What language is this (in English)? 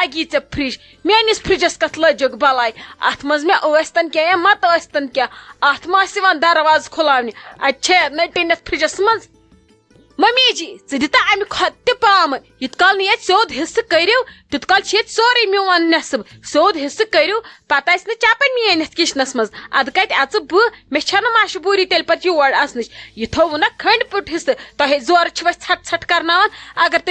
Kashmiri